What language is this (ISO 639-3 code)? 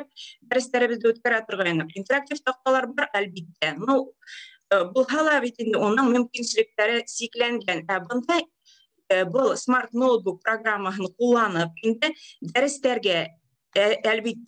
bak